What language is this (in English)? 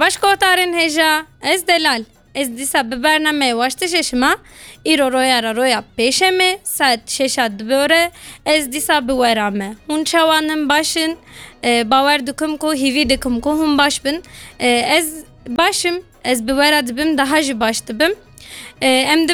Kurdish